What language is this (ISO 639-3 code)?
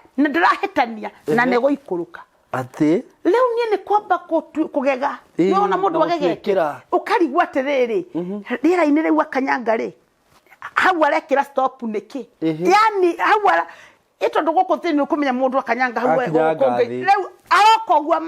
kik